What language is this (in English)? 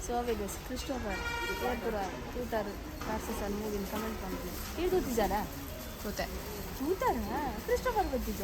Tulu